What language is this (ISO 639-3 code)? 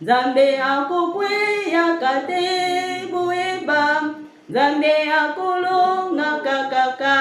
lin